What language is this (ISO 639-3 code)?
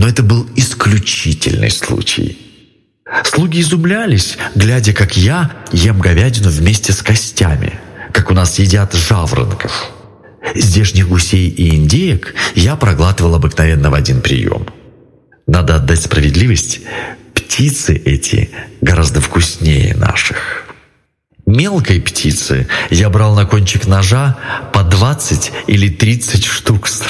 rus